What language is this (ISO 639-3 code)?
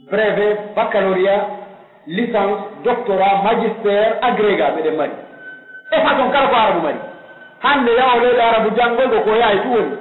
fuf